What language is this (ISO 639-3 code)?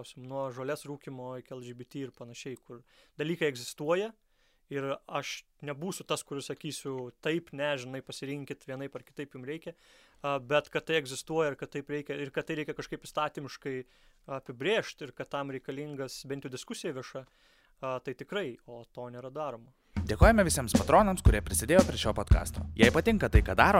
lit